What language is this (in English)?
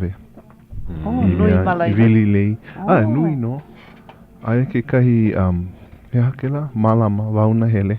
Hawaiian